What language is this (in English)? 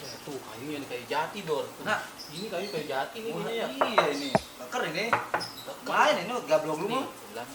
Betawi